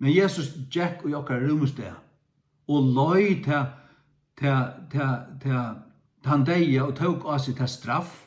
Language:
Faroese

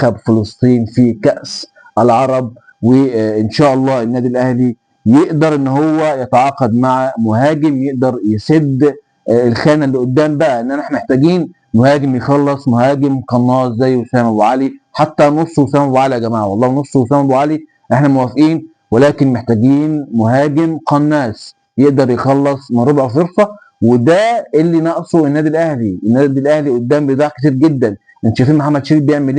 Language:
Egyptian Arabic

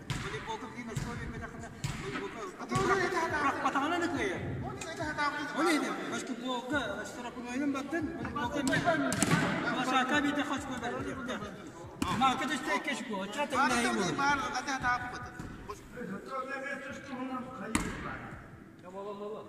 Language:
Yakut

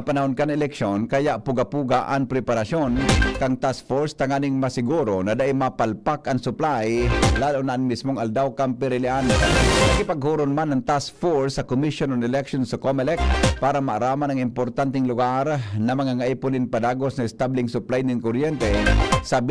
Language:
Bikol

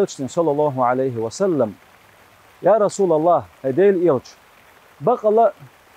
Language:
Chechen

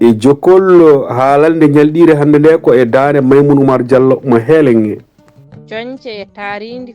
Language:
Fula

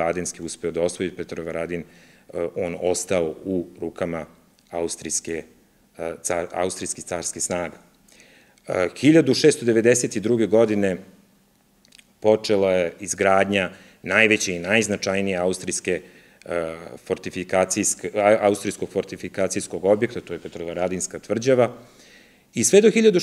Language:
Serbian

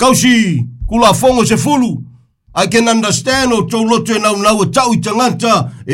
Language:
Samoan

